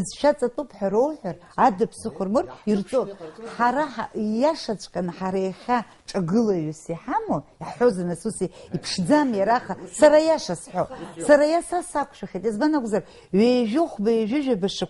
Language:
Abkhazian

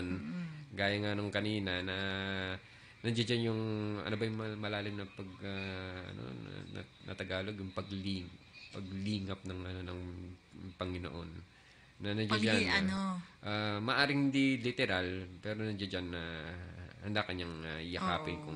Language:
Filipino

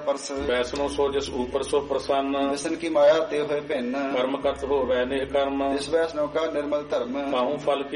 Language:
Punjabi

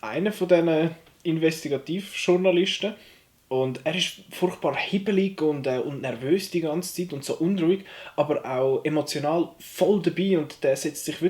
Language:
Swiss German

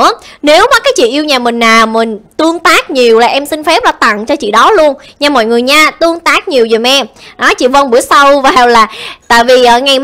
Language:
Vietnamese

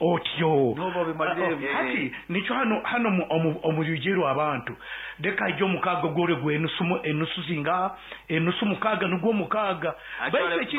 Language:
Nyankole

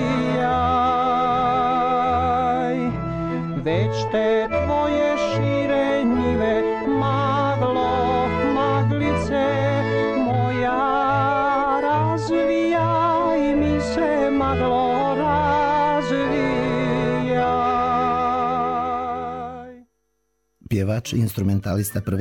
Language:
Serbian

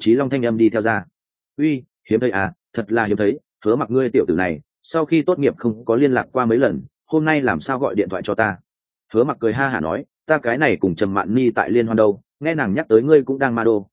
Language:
Vietnamese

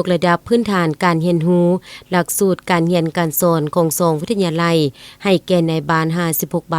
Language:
Lao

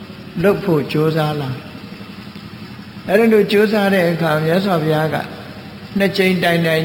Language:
Burmese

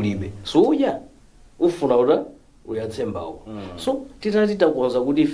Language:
Nyanja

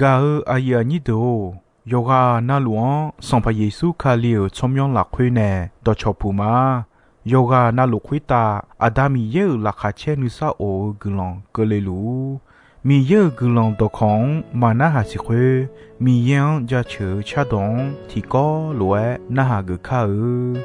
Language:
Akha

